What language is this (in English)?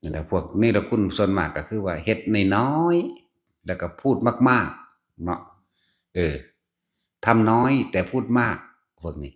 Northeastern Thai